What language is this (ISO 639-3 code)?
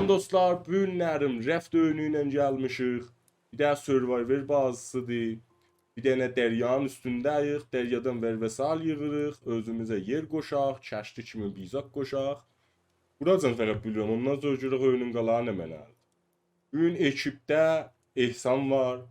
azb